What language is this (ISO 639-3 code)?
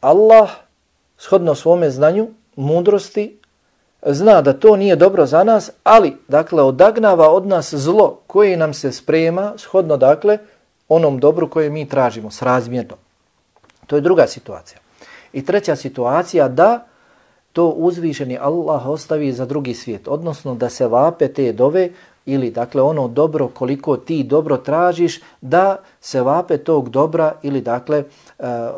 bos